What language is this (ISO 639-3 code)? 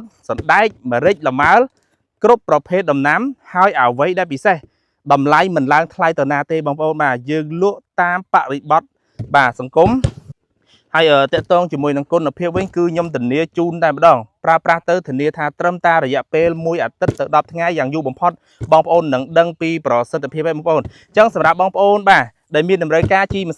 khm